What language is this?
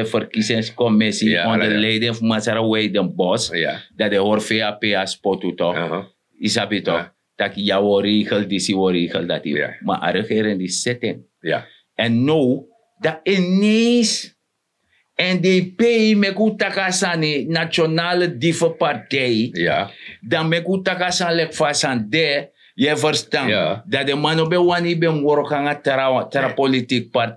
Sranan Tongo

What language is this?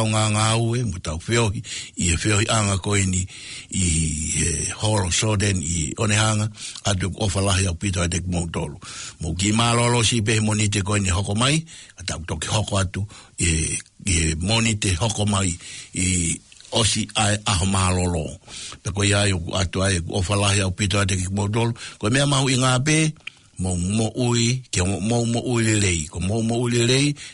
Tongan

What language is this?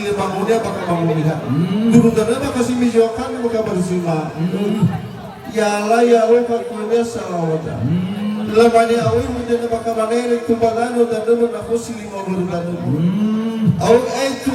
Nias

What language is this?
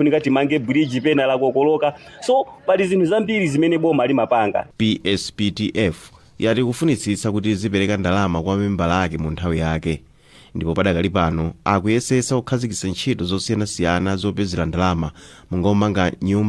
Nyanja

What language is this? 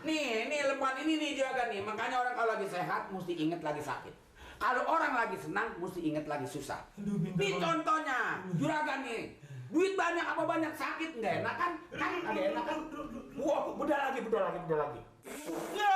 Betawi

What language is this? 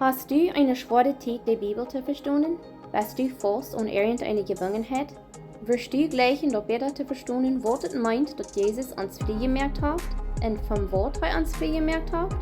Plautdietsch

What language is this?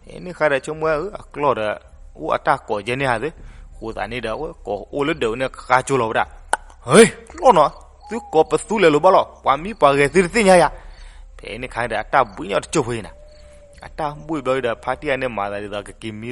S'gaw Karen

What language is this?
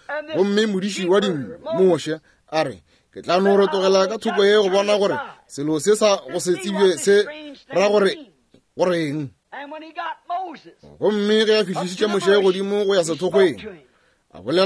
Northern Sotho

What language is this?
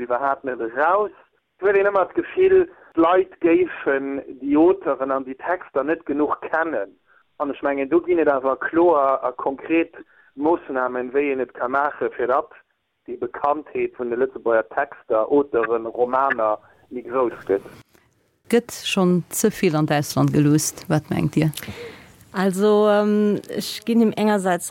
Luxembourgish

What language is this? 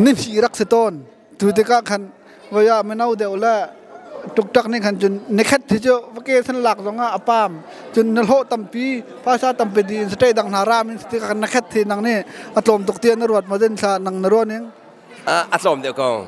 Hakha Chin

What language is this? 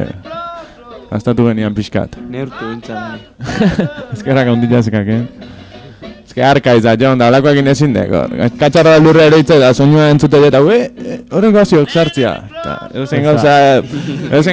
Basque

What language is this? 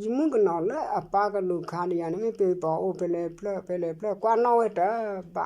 S'gaw Karen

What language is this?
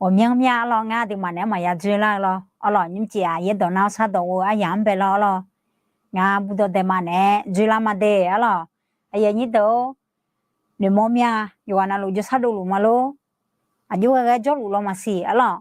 Akha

